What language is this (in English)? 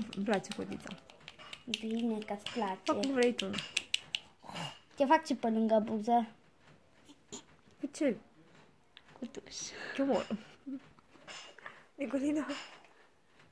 Romanian